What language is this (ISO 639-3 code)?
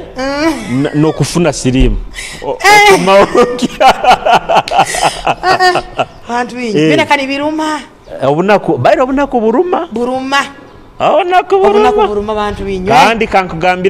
nyo